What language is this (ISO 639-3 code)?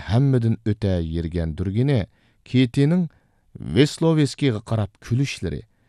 uig